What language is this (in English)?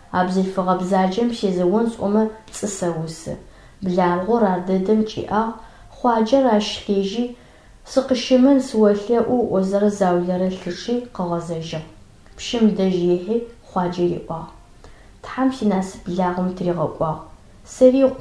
Adyghe